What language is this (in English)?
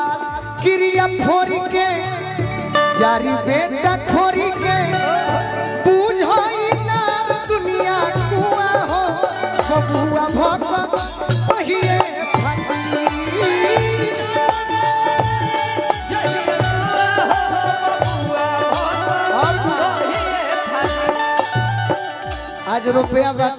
Bhojpuri